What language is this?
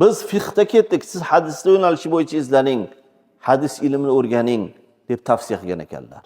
Uzbek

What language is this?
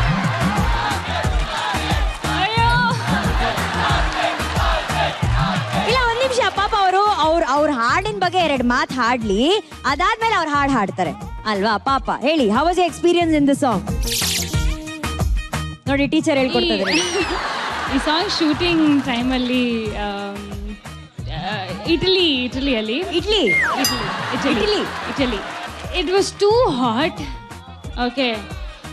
Kannada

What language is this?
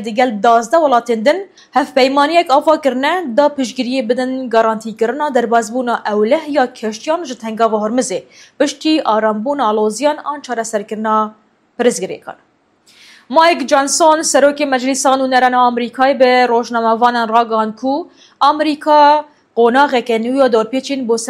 Kurdish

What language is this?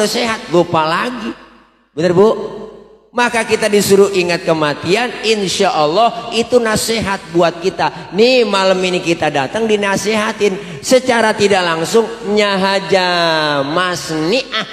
Betawi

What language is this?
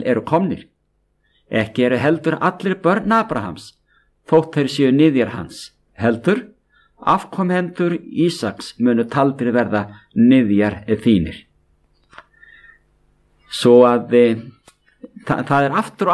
Icelandic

